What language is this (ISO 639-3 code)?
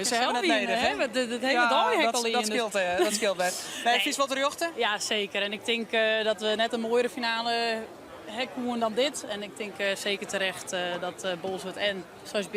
fry